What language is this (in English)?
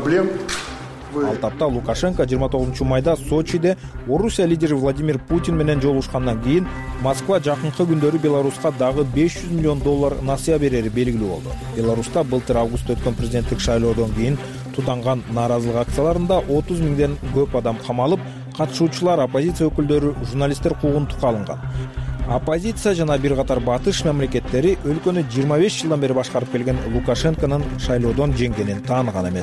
Kyrgyz